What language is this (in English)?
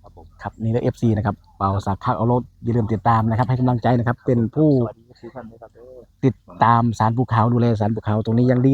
Northeastern Thai